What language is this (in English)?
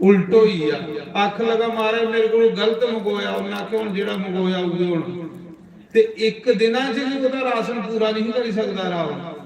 Dogri